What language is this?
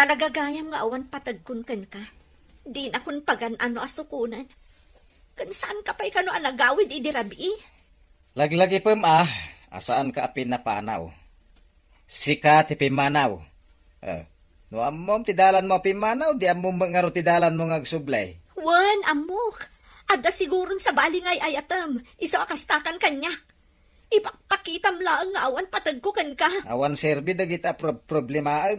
Iloko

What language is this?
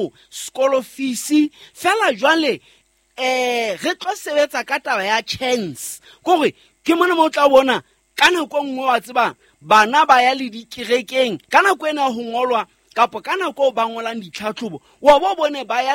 Southern Sotho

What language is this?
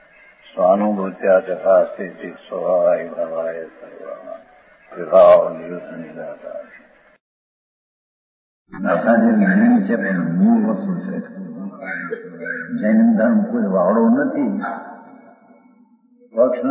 Gujarati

